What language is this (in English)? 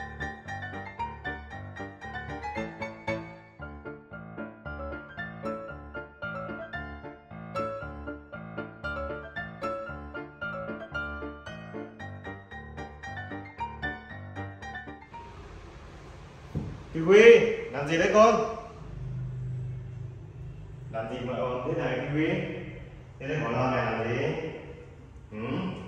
Vietnamese